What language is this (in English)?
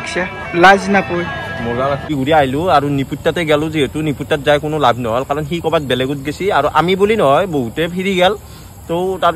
Assamese